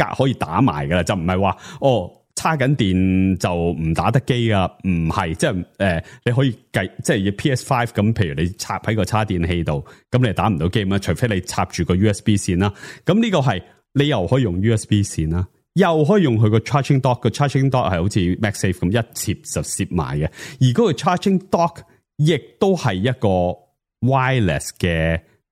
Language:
Cantonese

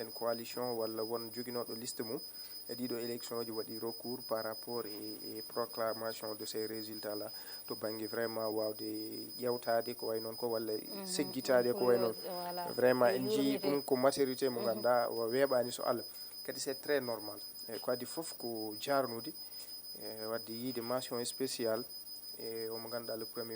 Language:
Fula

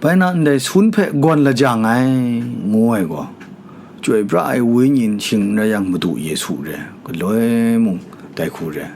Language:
Kachin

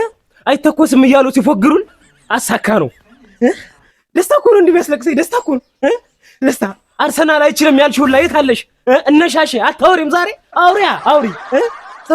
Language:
Amharic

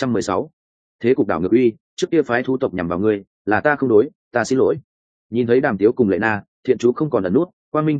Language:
Vietnamese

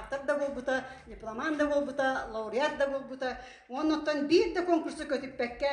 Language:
Yakut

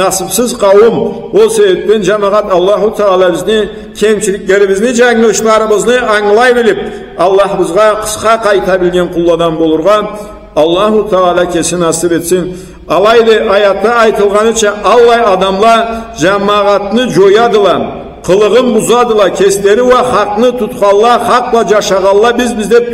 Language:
Karachay-Balkar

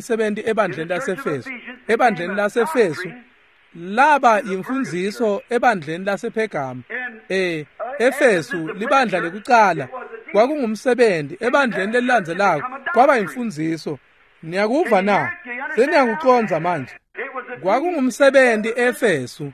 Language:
Swati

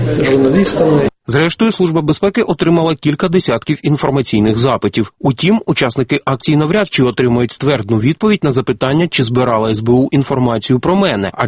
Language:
Ukrainian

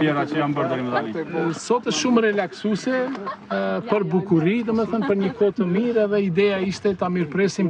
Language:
Albanian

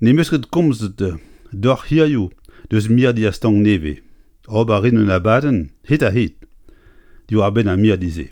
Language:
Breton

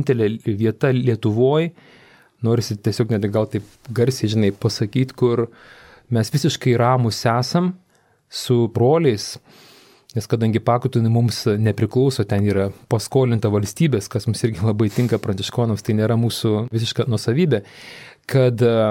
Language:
Lithuanian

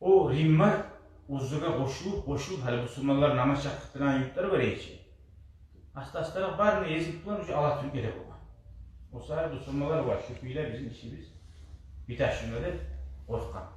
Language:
Kumyk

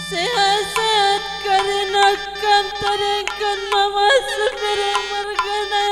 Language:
Batak Karo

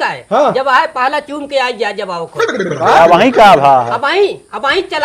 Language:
Awadhi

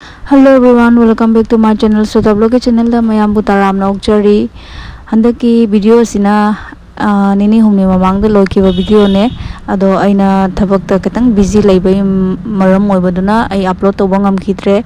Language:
Manipuri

